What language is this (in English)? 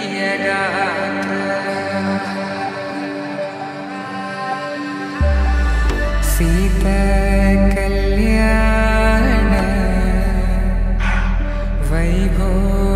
Telugu